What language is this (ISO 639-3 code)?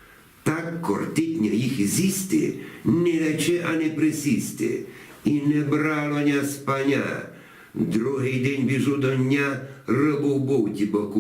rue